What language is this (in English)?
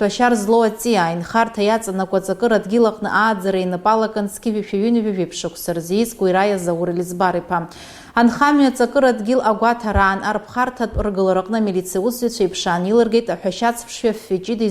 Abkhazian